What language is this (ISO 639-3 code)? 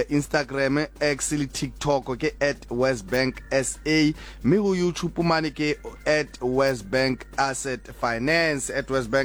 sot